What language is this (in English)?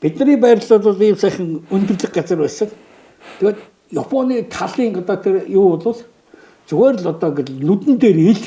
Mongolian